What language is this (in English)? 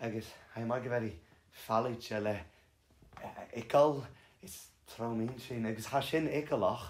Scottish Gaelic